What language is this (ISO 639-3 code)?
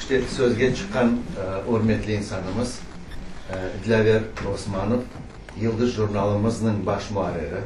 crh